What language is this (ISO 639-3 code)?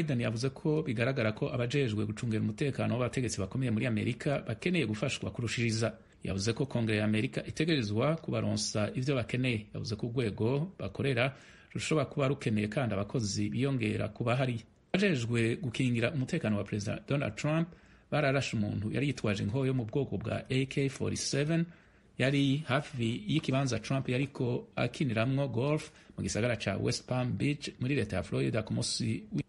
run